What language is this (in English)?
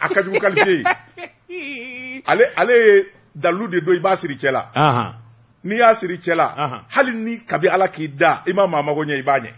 Bambara